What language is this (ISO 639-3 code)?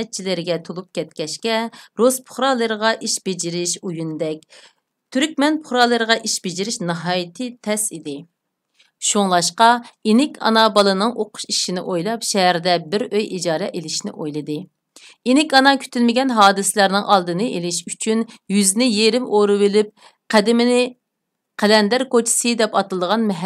uig